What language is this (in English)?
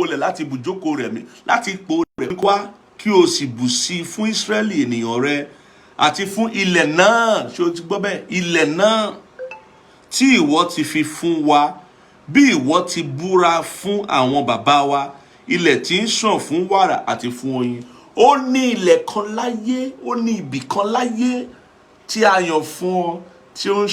Yoruba